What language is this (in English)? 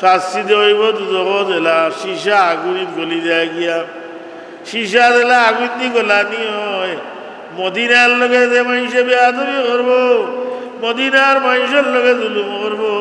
Sylheti